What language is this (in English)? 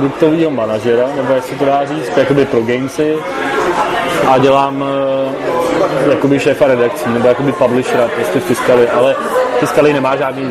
Czech